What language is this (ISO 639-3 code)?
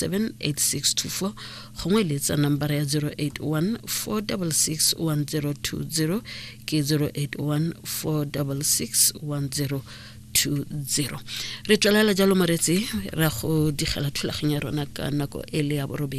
tsn